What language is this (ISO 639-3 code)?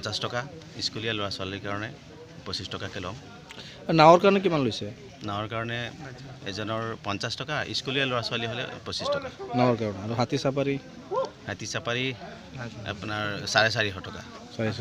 asm